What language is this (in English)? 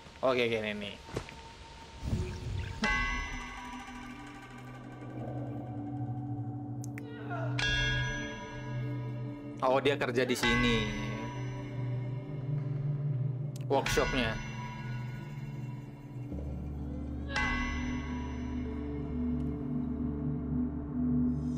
Indonesian